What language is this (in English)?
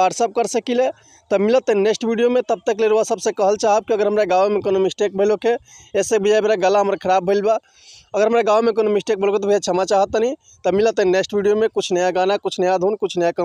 Bhojpuri